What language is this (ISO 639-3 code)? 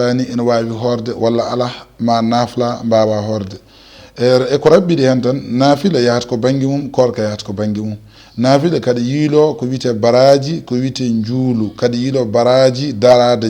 ful